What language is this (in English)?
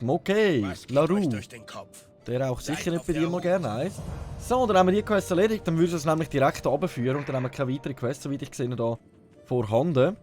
Swiss German